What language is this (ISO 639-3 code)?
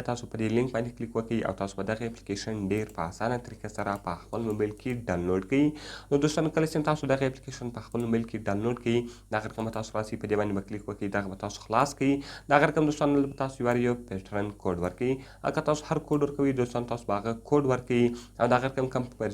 pus